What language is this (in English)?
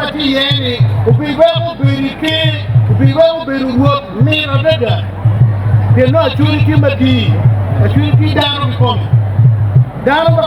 Acoli